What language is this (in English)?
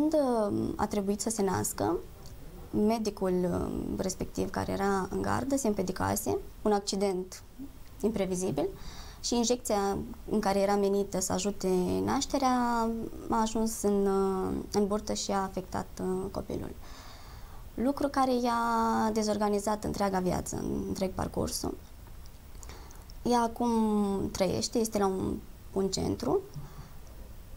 Romanian